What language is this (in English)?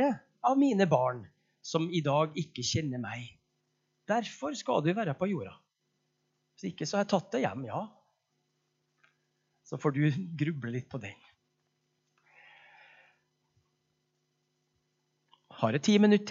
Norwegian